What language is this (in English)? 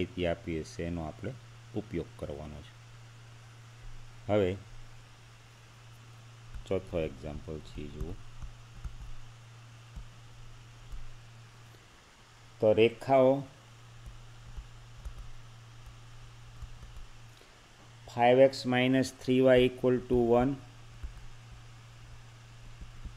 Gujarati